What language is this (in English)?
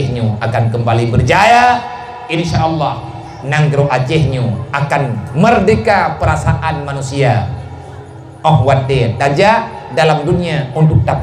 Achinese